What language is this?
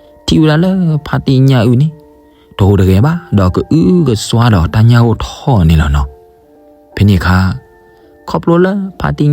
S'gaw Karen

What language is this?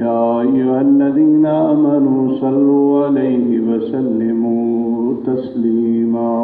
Saraiki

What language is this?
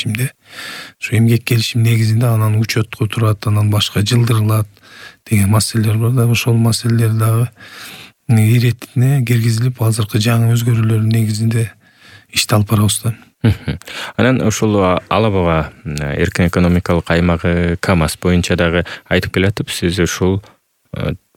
Kyrgyz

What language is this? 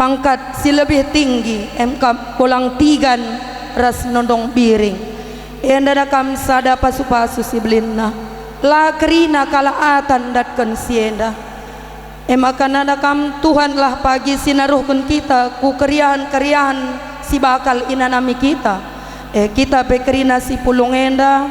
Batak Karo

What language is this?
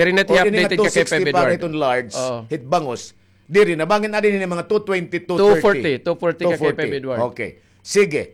Waray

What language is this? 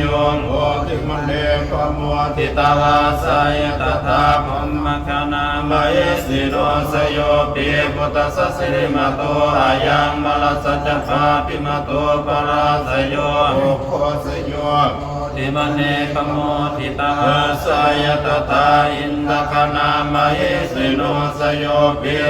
Pali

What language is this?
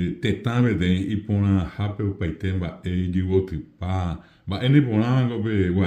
Guarani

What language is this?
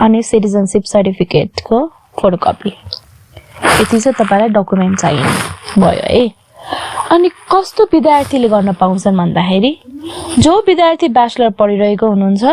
Nepali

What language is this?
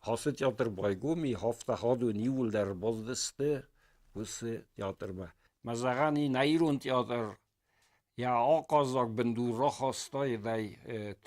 Ossetic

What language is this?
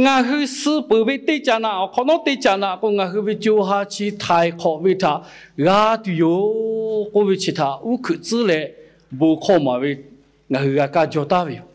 Lahu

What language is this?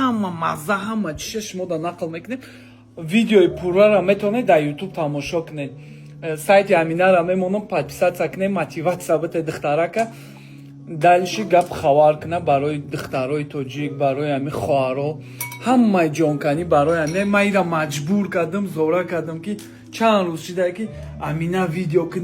Tajik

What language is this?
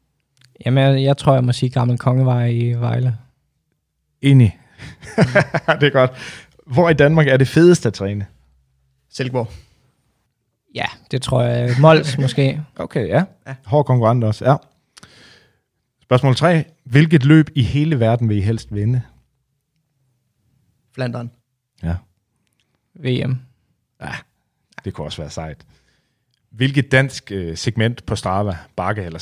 Danish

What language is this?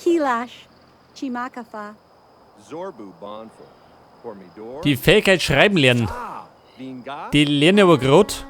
Bavarian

